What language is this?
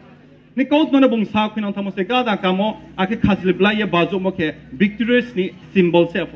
Riang (India)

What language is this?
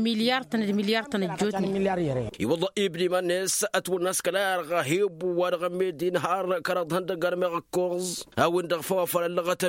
Tamasheq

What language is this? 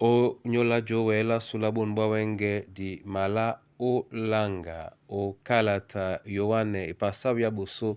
Duala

